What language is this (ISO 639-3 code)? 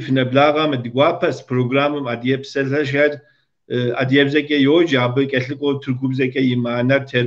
kbd